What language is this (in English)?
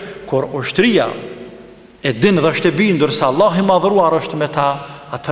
Albanian